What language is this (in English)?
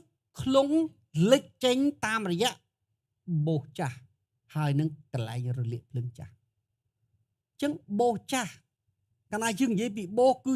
Khmer